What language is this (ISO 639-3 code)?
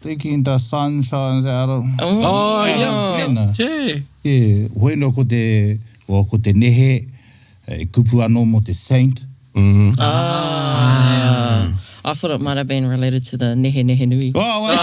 mri